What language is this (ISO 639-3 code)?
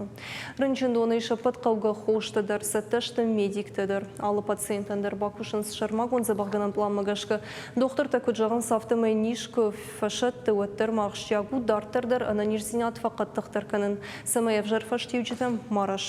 oss